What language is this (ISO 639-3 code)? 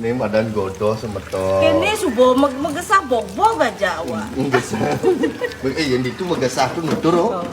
ban